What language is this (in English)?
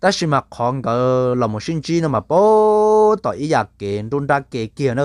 Hmong